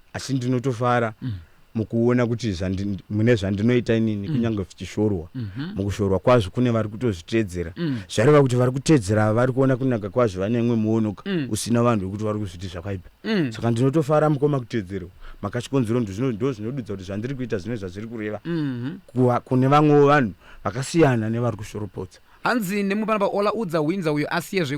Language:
Shona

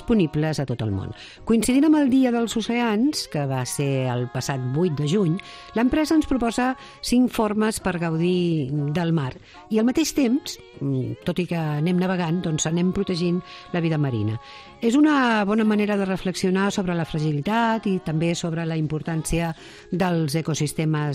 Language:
Catalan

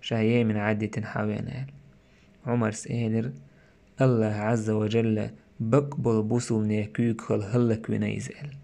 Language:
Chechen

